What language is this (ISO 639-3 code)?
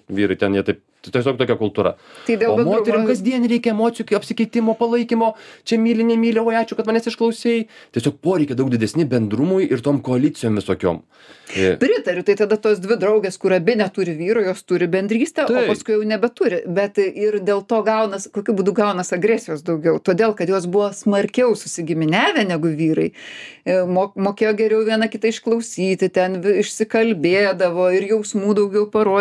lit